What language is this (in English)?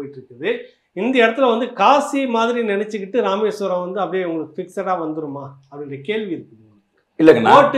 Tamil